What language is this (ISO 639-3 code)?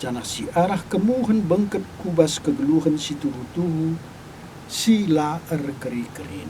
btx